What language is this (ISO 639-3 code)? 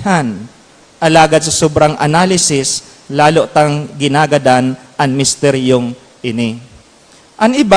bik